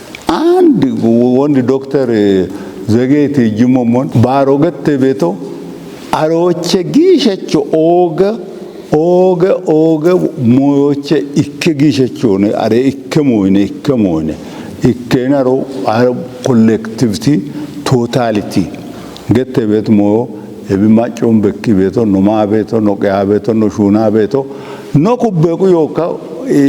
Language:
Kafa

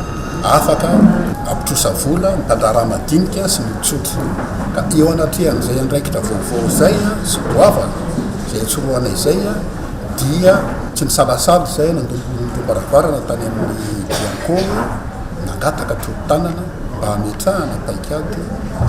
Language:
Malagasy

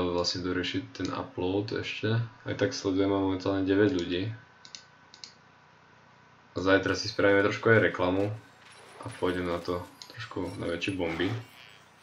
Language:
Slovak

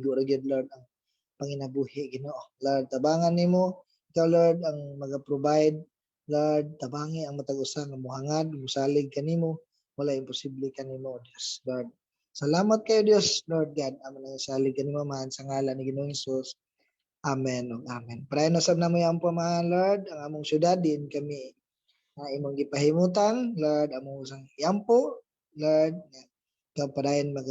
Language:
Cebuano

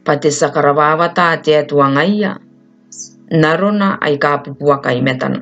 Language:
Gilbertese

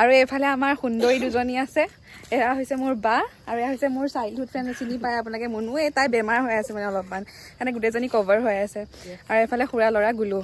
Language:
Assamese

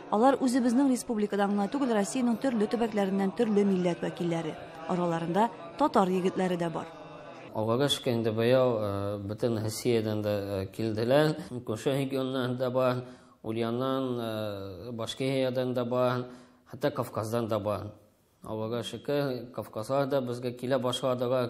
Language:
Tatar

